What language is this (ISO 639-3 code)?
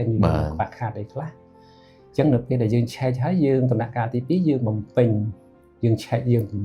khm